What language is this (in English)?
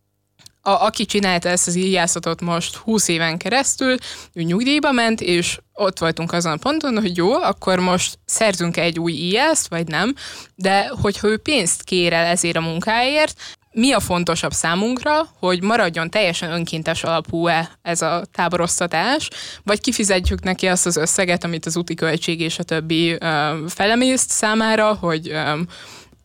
Hungarian